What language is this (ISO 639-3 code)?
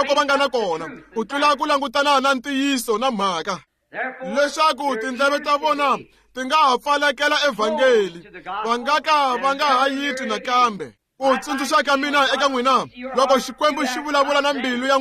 tso